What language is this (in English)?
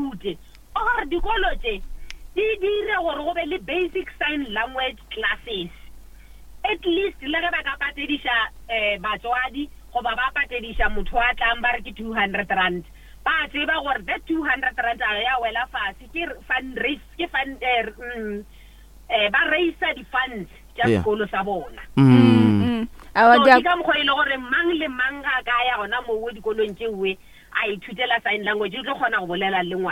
Northern Sotho